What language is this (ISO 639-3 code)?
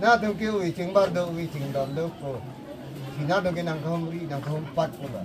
mjw